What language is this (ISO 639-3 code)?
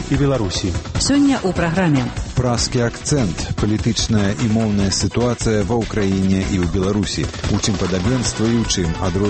bel